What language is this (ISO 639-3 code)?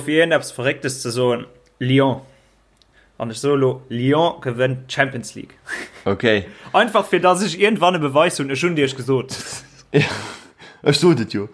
ltz